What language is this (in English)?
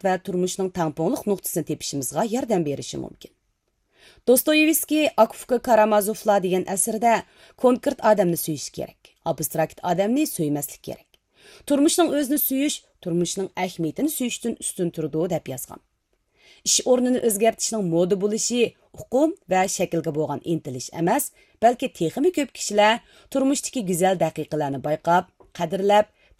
Uyghur